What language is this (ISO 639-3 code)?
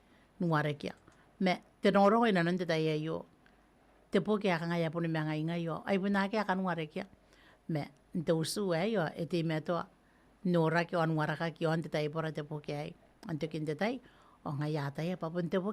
gil